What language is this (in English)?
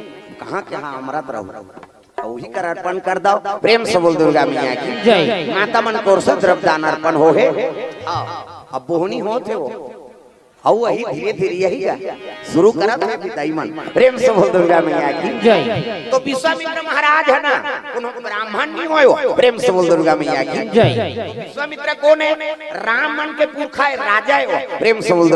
Chhattisgarhi